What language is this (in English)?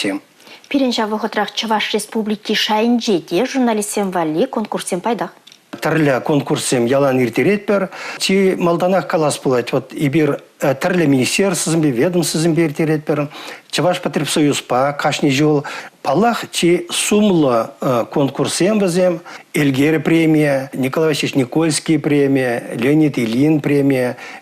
Chuvash